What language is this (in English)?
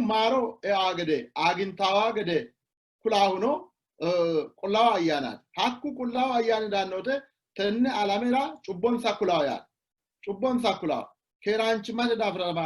Sidamo